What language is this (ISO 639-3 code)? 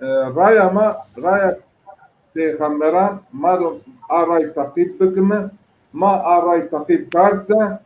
zza